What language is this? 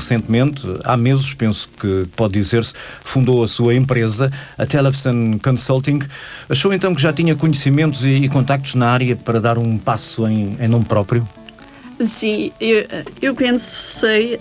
Portuguese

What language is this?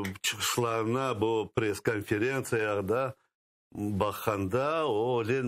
Crimean Tatar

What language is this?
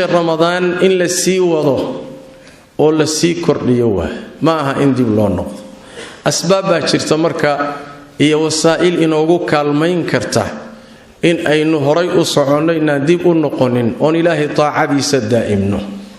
Somali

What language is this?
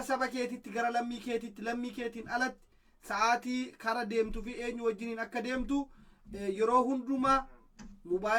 Oromo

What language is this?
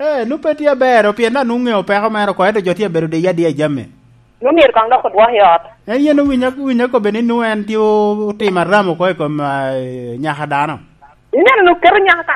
Lango (Uganda)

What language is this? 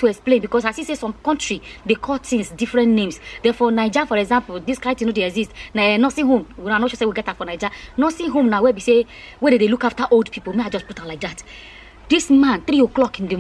Nigerian Pidgin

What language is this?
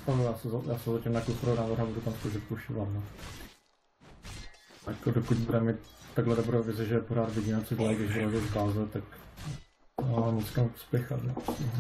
Czech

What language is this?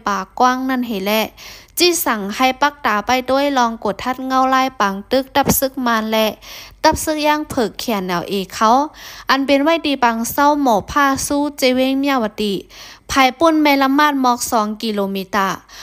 Shan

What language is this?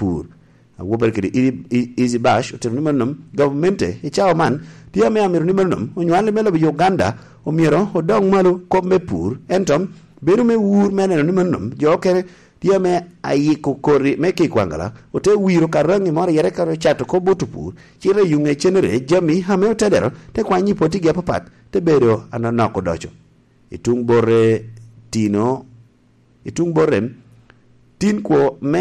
Lango (Uganda)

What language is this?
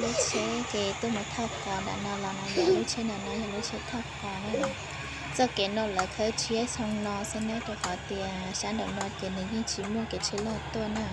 Hmong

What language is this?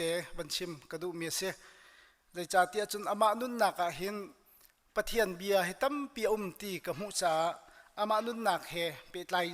Hakha Chin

